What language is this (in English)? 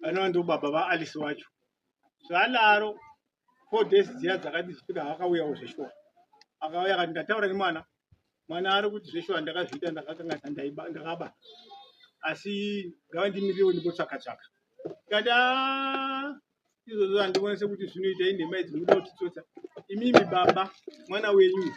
Shona